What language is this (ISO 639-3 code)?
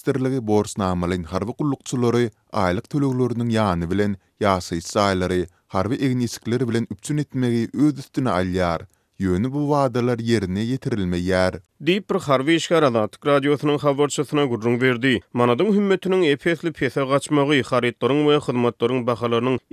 tuk